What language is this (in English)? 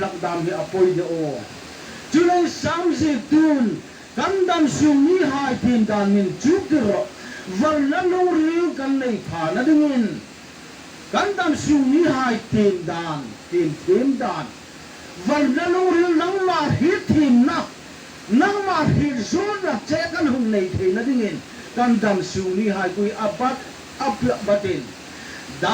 Hmar